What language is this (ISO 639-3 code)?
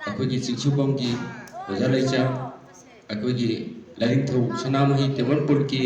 mni